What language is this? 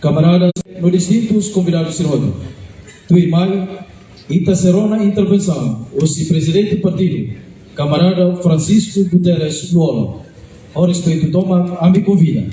Tetum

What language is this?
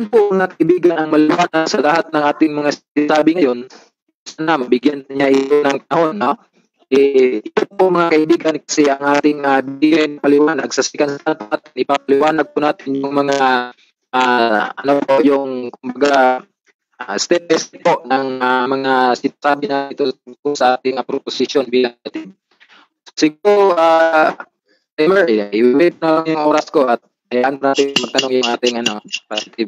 Filipino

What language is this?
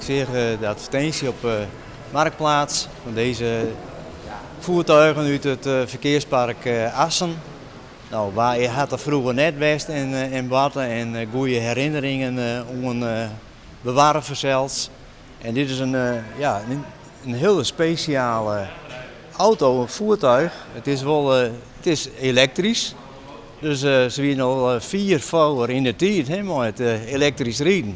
Western Frisian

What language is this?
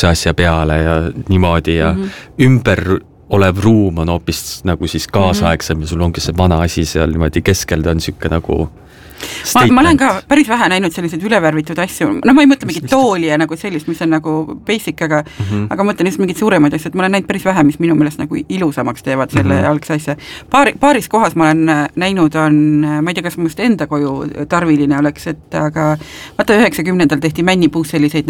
Estonian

